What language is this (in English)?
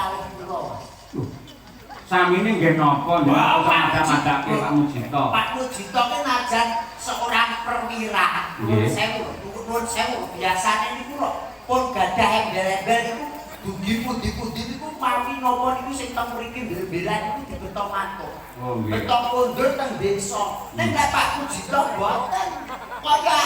Javanese